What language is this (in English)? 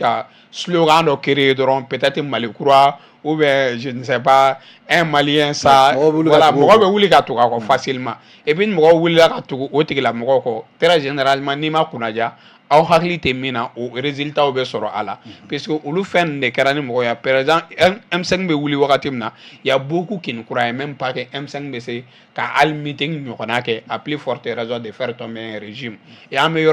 Bambara